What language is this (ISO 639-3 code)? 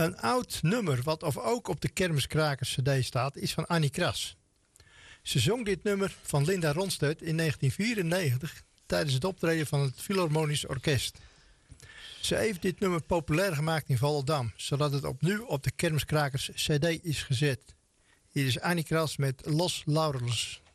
nld